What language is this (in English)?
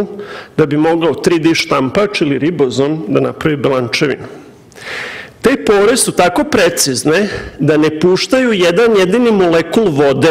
Serbian